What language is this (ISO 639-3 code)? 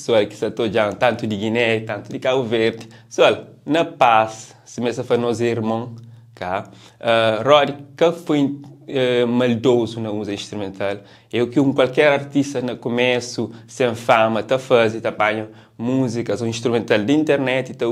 kea